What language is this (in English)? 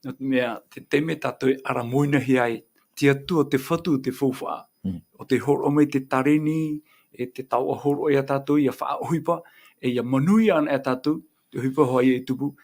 Tahitian